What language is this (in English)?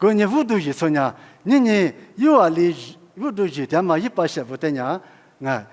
Lisu